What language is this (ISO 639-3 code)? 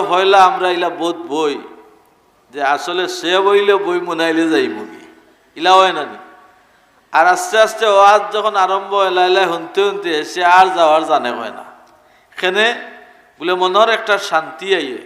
syl